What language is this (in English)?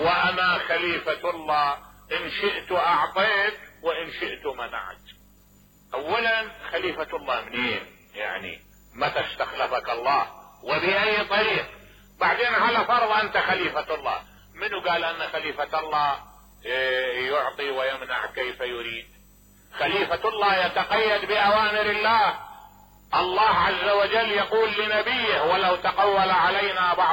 Mesopotamian Arabic